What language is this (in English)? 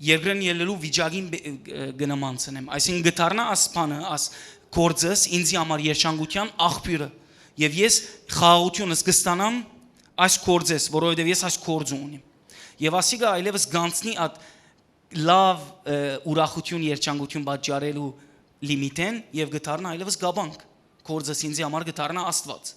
Western Armenian